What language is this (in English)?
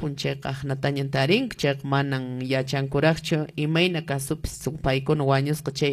Quechua